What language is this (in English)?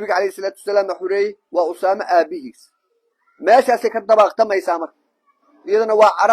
Somali